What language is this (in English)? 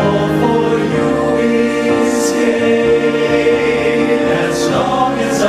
Pampanga